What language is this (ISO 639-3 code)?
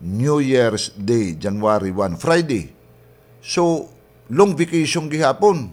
war